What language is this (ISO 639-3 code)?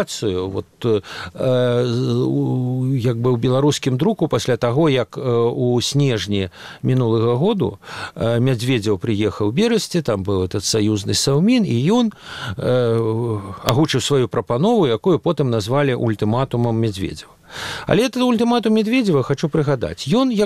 bel